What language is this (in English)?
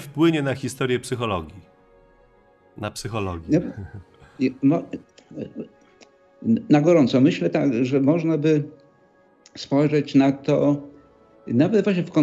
Polish